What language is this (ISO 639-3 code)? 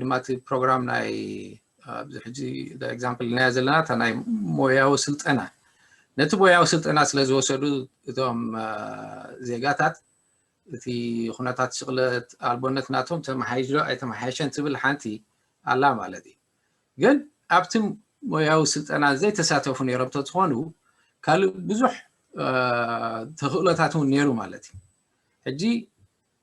tir